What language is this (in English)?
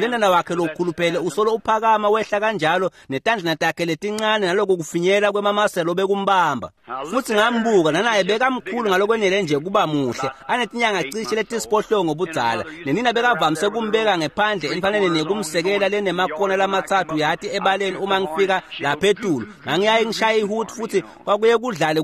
Swati